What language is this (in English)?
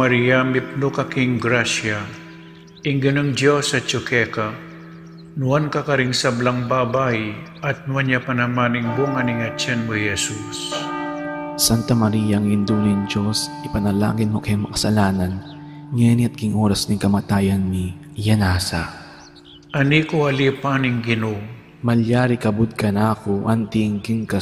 Pampanga